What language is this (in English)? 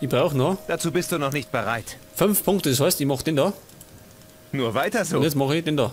Bavarian